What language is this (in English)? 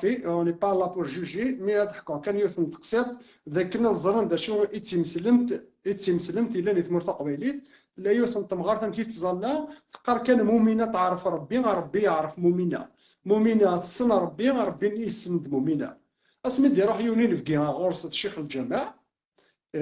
Kabyle